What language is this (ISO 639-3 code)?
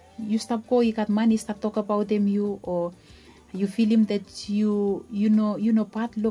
bis